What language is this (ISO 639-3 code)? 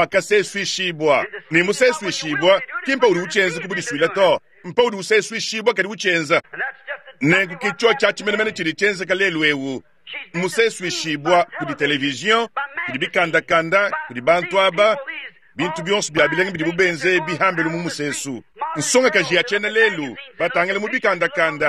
lua